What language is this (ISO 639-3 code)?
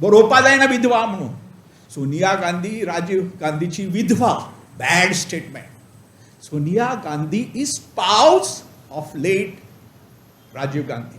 kok